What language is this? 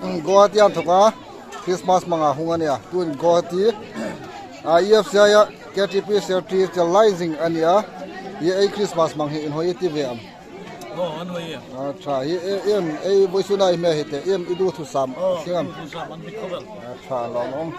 Hmar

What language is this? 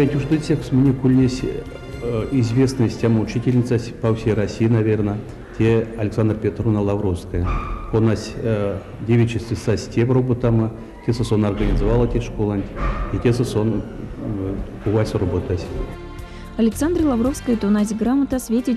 Erzya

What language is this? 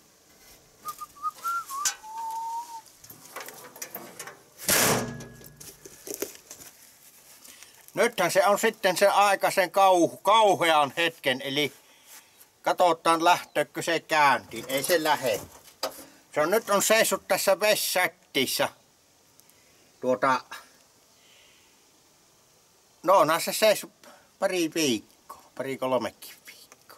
Finnish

